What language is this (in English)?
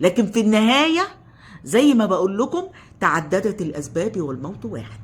Egyptian Arabic